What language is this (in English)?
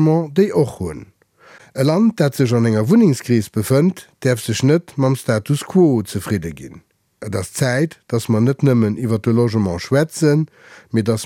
Luxembourgish